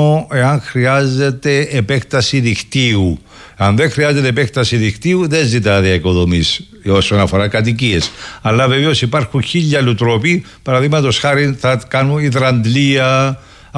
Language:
Greek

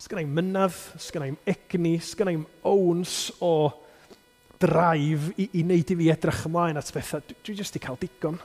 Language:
Welsh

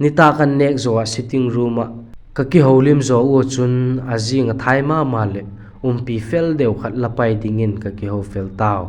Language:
Vaiphei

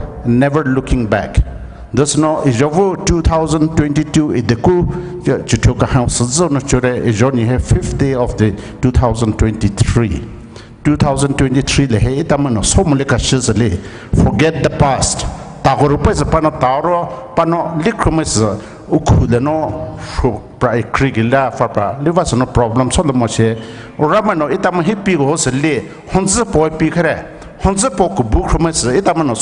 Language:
Poumei Naga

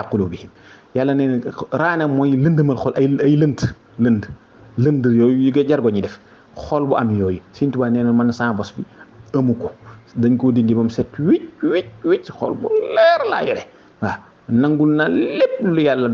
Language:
Wolof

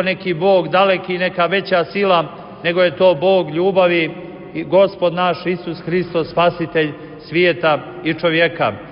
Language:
Serbian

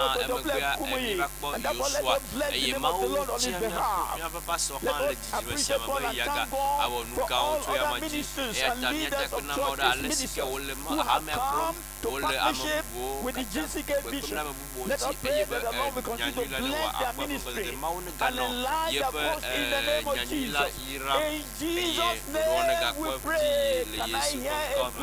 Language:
Ewe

